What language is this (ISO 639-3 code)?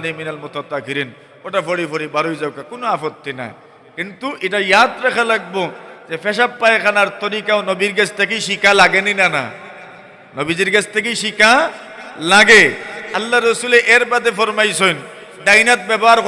syl